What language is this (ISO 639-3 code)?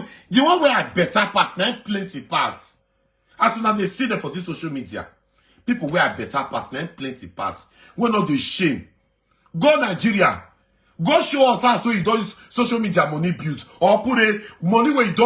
pcm